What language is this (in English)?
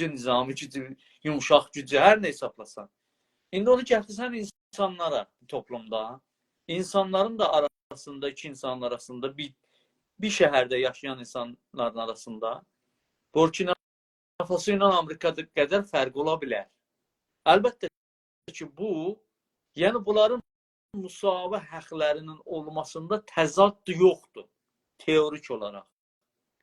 South Azerbaijani